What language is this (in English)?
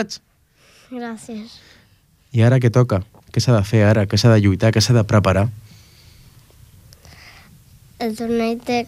Catalan